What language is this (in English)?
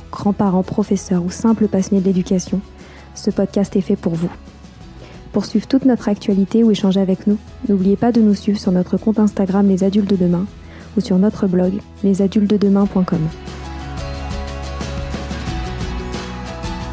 French